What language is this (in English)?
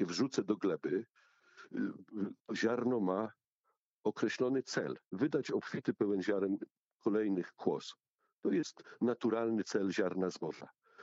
Polish